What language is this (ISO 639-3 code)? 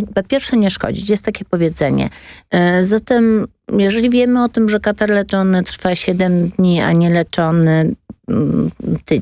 pol